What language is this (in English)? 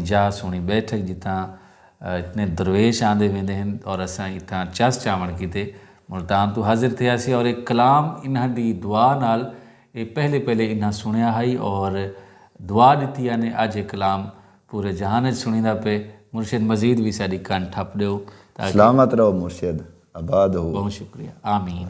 Saraiki